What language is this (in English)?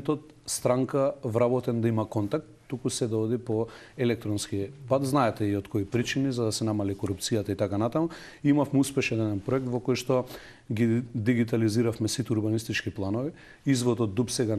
Macedonian